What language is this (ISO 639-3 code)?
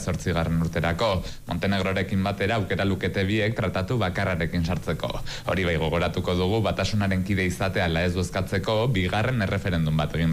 eus